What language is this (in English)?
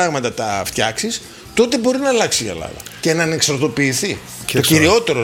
Greek